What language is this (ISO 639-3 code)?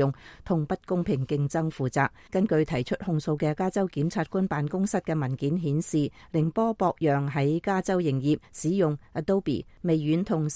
yue